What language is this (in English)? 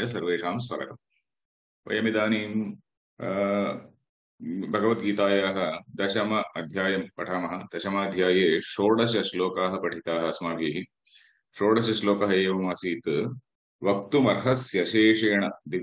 Sanskrit